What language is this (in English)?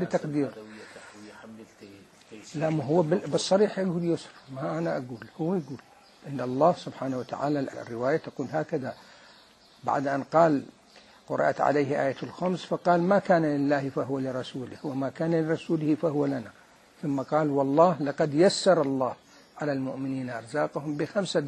Mesopotamian Arabic